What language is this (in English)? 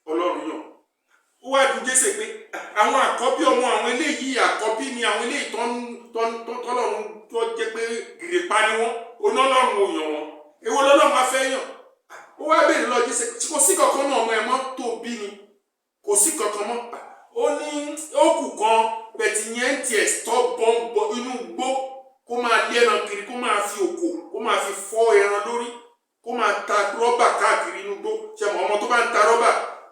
Yoruba